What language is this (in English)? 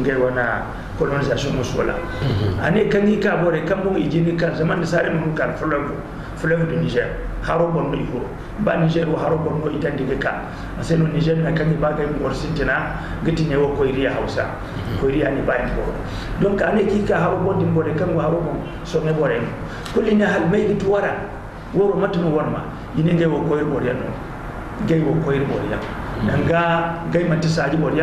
Zarma